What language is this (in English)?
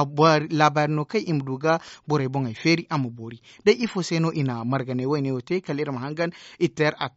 Zarma